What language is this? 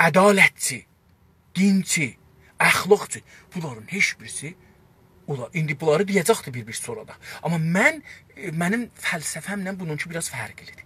South Azerbaijani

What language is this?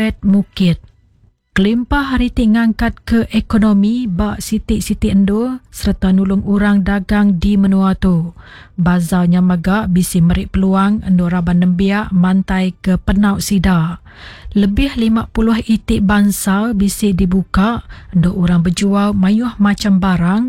Iban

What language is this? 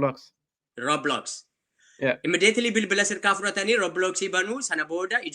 Oromo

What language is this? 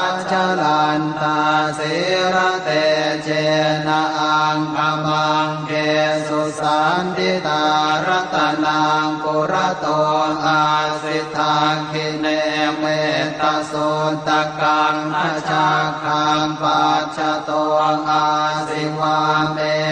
Pali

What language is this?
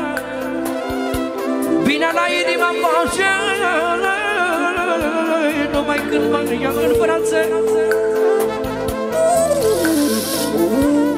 Romanian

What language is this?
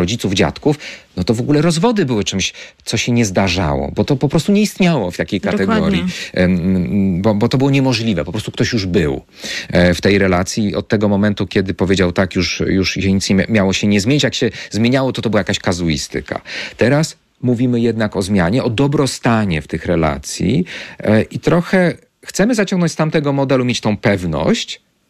Polish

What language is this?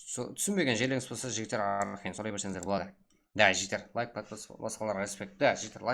Kara-Kalpak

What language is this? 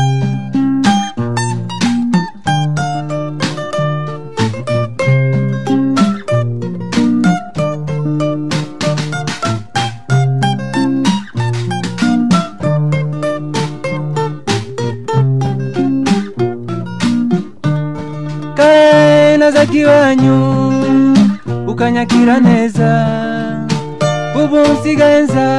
Kinyarwanda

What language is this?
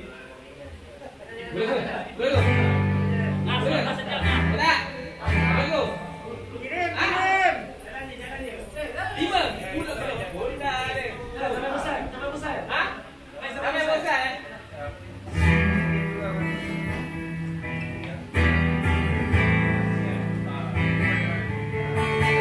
Malay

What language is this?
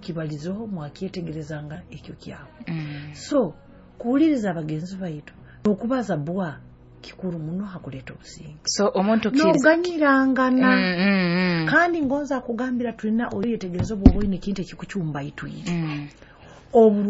Nyoro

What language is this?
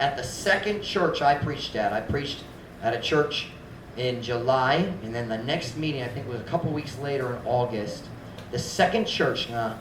Cebuano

